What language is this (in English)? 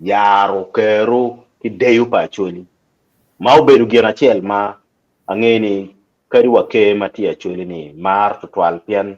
Acoli